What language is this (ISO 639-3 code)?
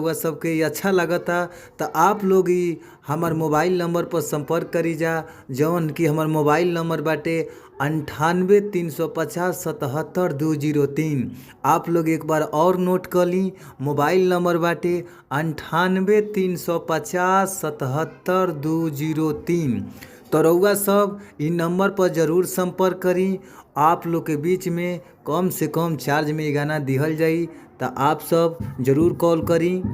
bho